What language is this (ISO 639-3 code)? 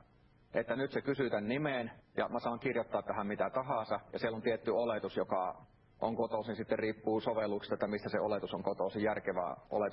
fin